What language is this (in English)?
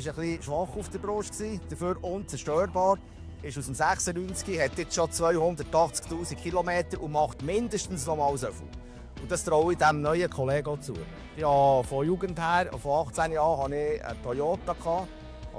Swiss German